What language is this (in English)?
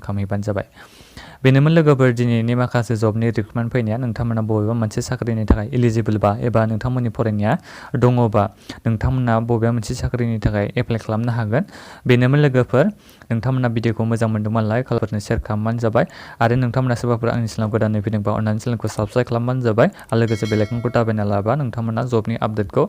Bodo